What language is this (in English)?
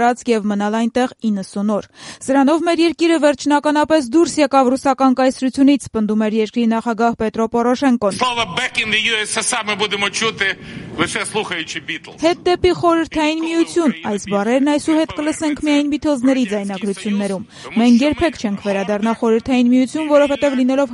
Armenian